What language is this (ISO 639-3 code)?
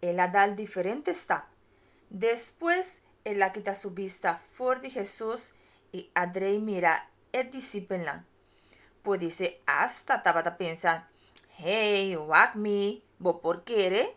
pap